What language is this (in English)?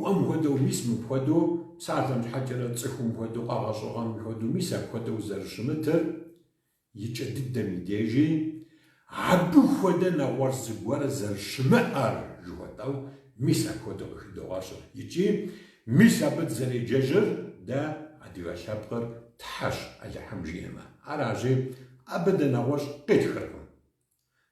Kabardian